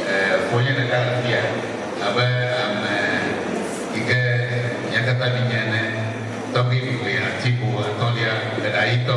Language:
Ewe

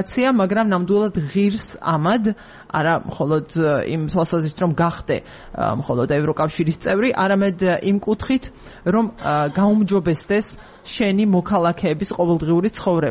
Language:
Georgian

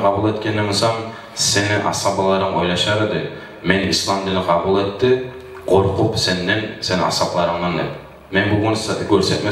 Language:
Kumyk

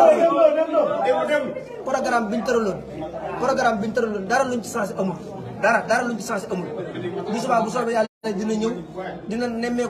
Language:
Wolof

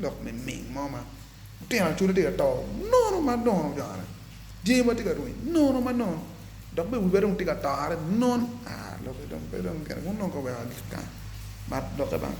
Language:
Acoli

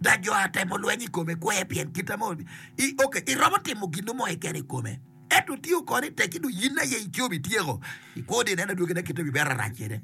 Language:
Acoli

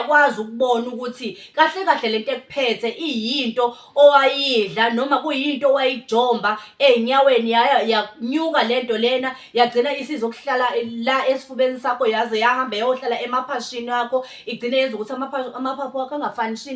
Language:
Zulu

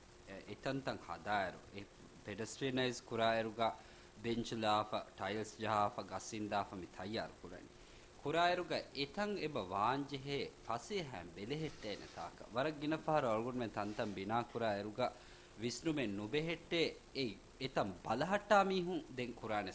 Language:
Divehi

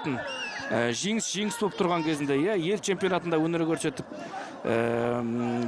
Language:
Kazakh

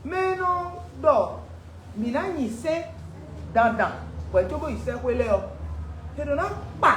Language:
Fon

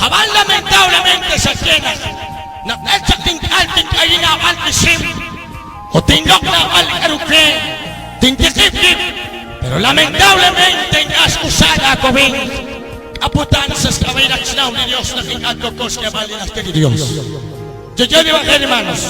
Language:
Kekchí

